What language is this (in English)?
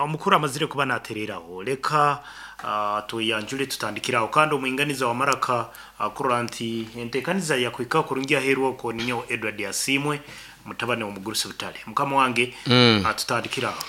Nyankole